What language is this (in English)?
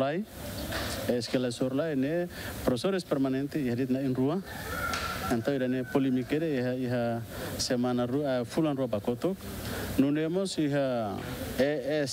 Tetum